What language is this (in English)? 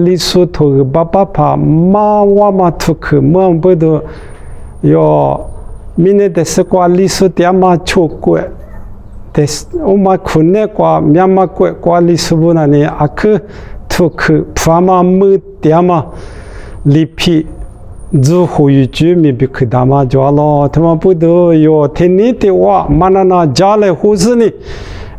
Lisu